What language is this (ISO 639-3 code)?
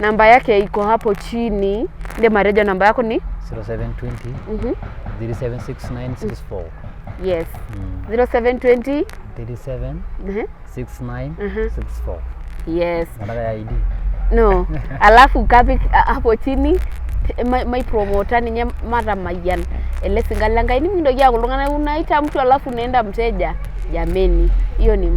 mas